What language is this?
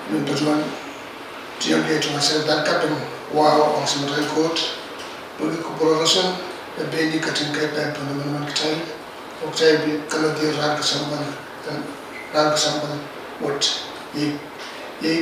Pohnpeian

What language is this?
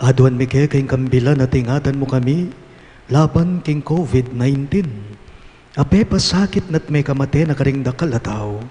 Pampanga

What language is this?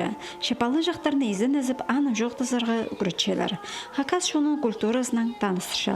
Khakas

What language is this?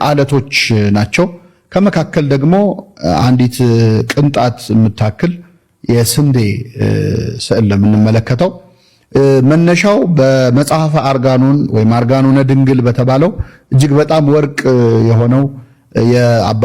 Amharic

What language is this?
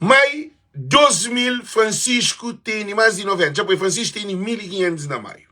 Kabuverdianu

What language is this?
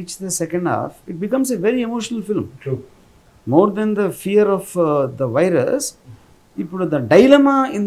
Telugu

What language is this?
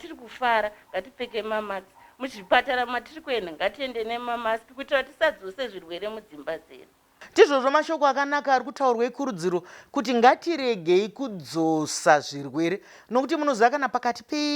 Shona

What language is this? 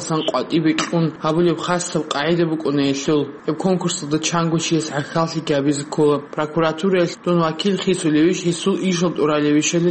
Avaric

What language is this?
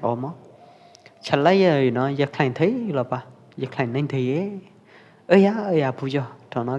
Pwo Eastern Karen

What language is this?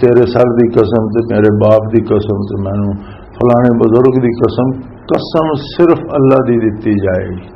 Western Panjabi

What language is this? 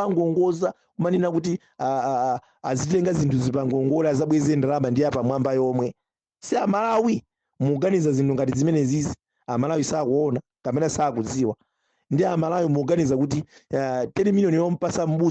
Nyanja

